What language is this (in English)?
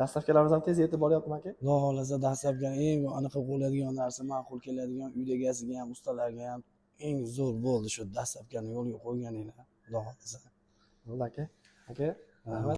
Uzbek